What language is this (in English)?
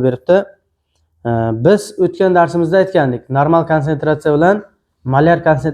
Uzbek